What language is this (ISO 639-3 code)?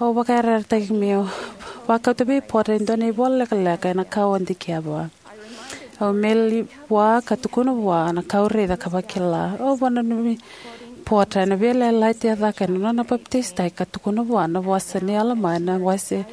fij